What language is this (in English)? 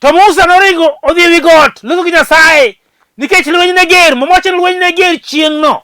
Luo (Kenya and Tanzania)